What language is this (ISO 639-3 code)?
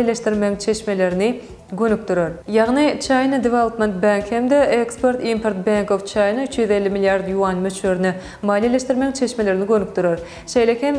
tuk